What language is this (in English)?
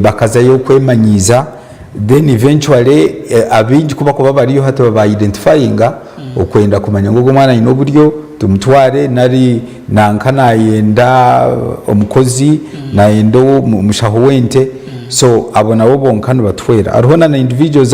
Nyankole